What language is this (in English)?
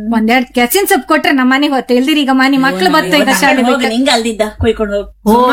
Kannada